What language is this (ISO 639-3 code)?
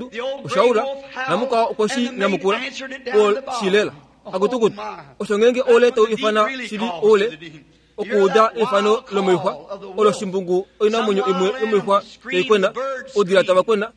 kua